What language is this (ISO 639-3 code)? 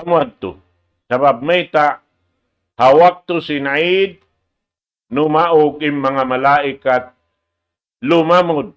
tsg